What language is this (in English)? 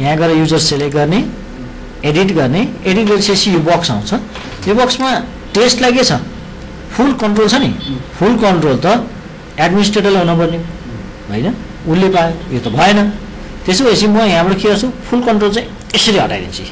Nepali